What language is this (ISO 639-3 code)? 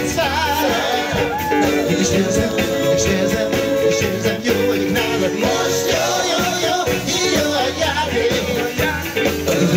hun